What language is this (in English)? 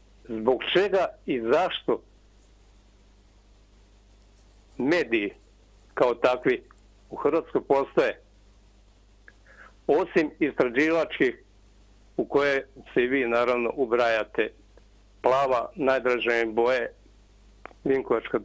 Croatian